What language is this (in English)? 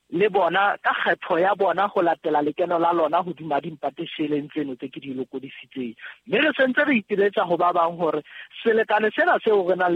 Southern Sotho